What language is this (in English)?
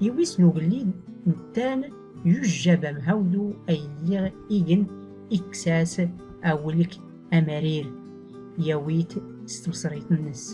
Tachelhit